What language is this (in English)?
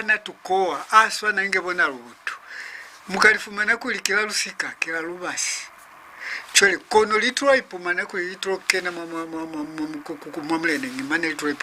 Lozi